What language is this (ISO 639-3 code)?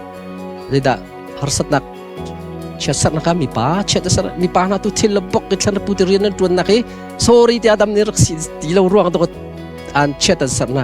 cnh